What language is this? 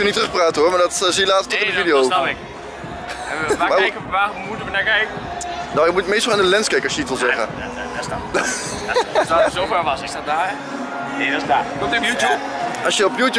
Dutch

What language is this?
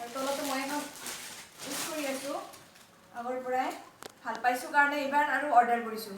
Assamese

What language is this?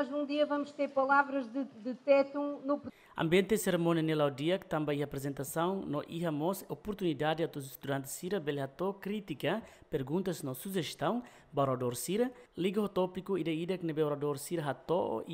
Tetum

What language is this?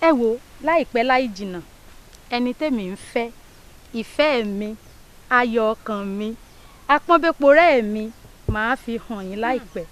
Yoruba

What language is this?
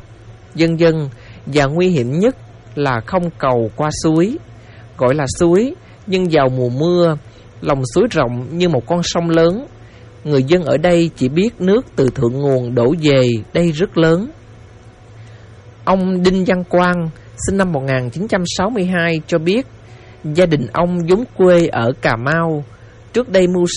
Vietnamese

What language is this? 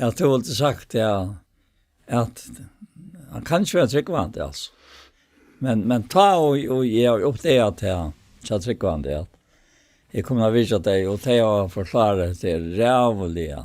Faroese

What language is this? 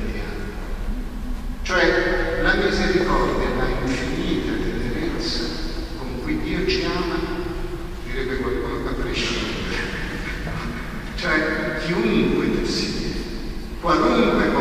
Italian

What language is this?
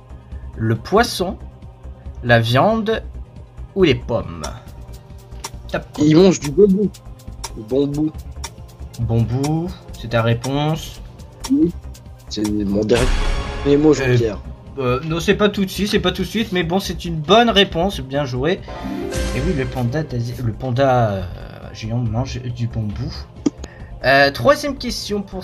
French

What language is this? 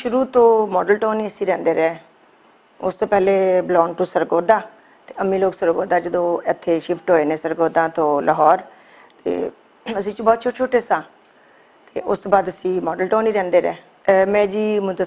Western Panjabi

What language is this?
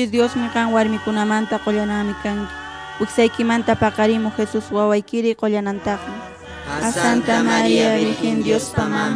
Quechua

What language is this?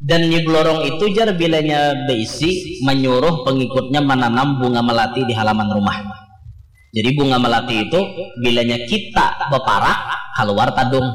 Banjar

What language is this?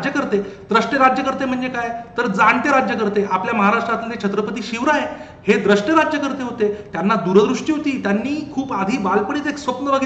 Marathi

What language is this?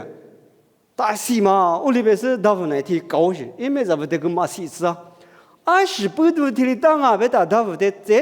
Lisu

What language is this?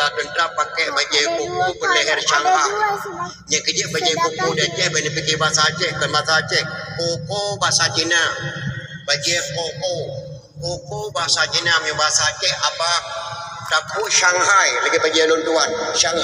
Achinese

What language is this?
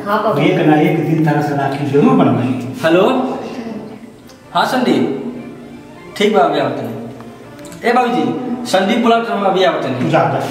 Bhojpuri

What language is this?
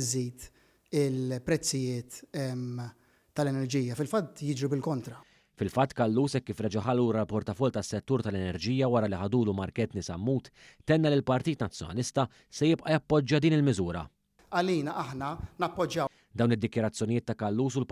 Maltese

